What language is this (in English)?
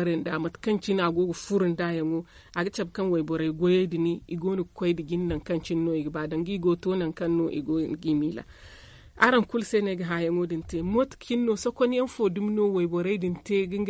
Zarma